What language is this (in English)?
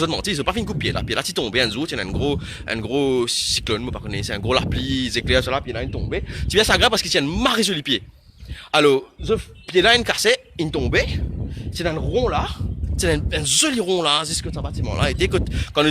Morisyen